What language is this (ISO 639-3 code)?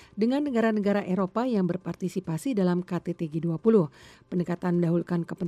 ind